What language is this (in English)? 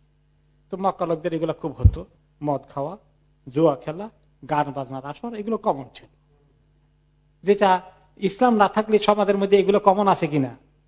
Bangla